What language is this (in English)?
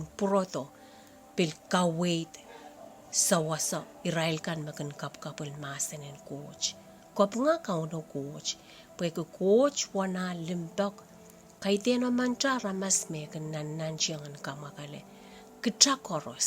Pohnpeian